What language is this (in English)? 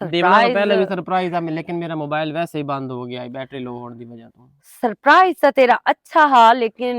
Western Panjabi